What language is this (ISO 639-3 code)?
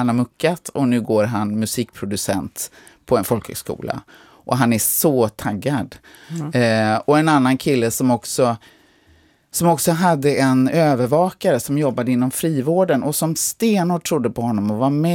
swe